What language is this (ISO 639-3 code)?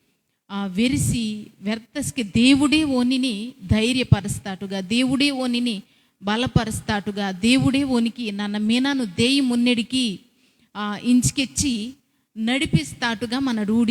kff